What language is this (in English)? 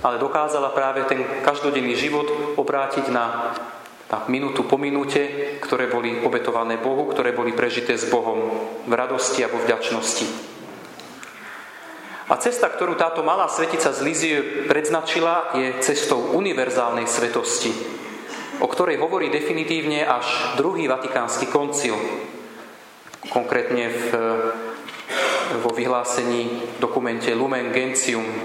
Slovak